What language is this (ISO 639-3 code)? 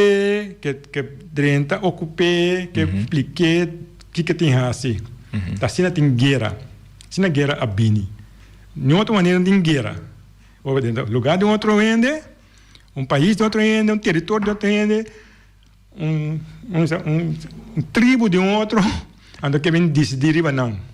pap